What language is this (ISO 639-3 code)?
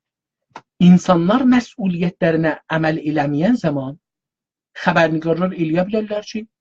azb